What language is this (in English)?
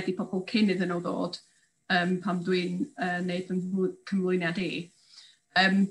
Welsh